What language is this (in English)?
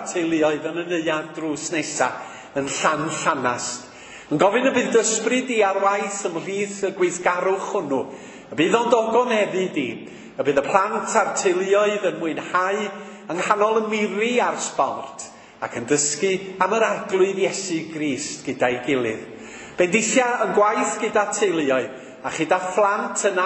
Welsh